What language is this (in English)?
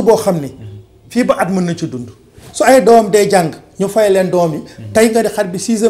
Wolof